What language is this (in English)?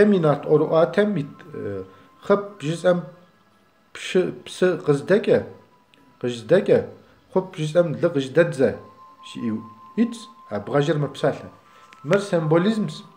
Kabardian